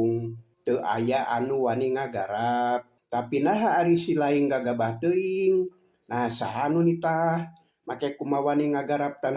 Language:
Sundanese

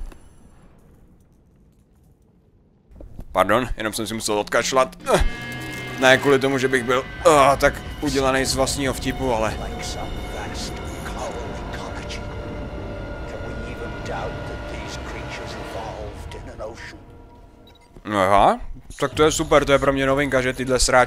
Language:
Czech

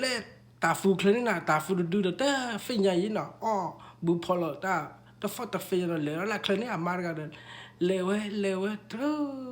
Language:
S'gaw Karen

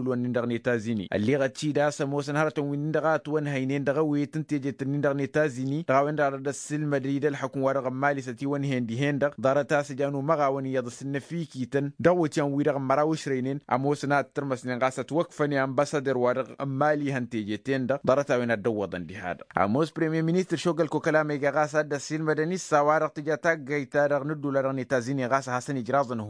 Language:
Tamasheq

